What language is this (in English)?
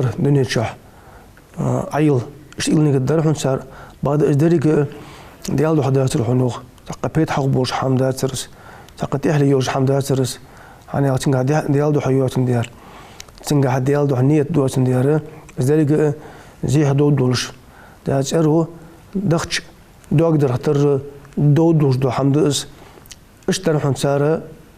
Ingush